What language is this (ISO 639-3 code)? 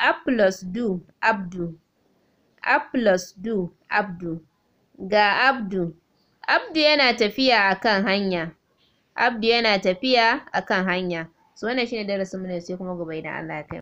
hau